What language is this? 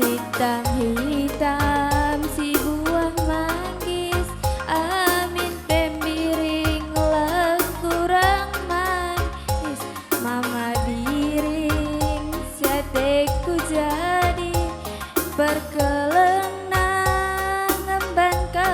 Batak Karo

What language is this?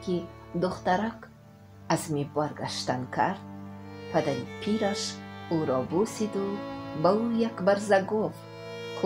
Tajik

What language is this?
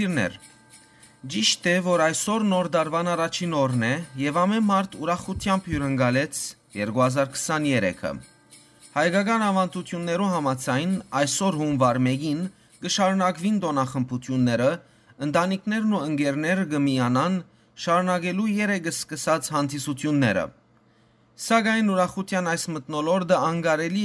Western Armenian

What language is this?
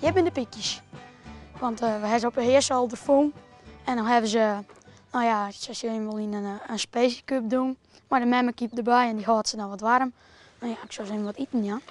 Western Frisian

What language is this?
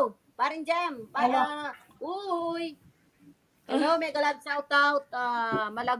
Pampanga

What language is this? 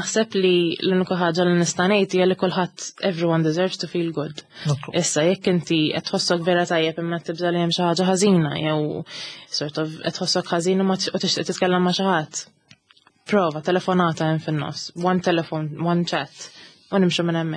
Maltese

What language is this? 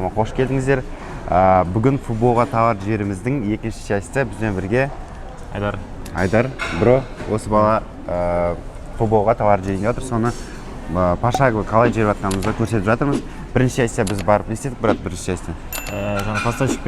Kazakh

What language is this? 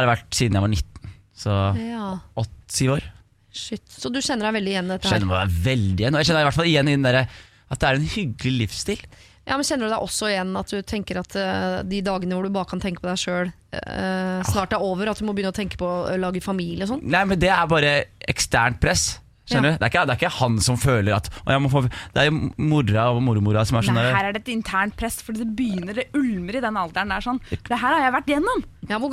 Norwegian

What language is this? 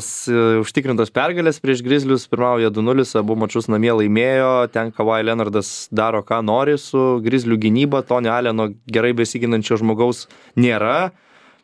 Lithuanian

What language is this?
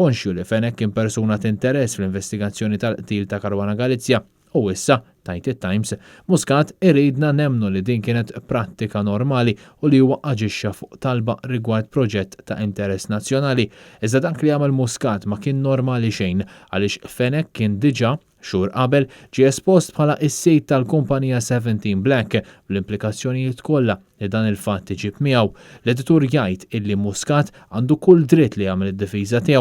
Maltese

